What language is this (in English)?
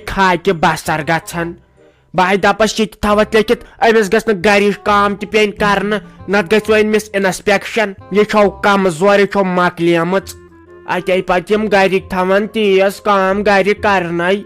Kashmiri